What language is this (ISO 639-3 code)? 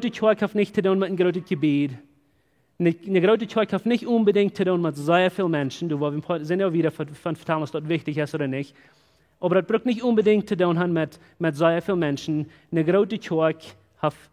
pdt